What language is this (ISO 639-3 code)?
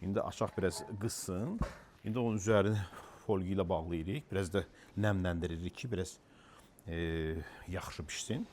aze